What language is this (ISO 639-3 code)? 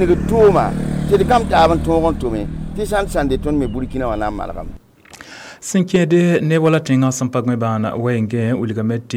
mos